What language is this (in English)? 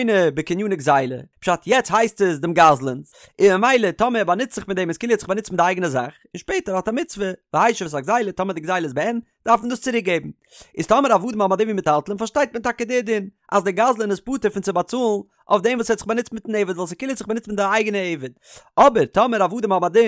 Yiddish